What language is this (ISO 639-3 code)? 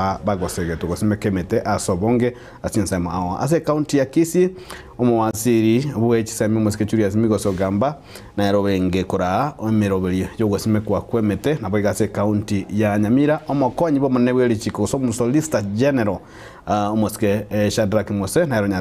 guz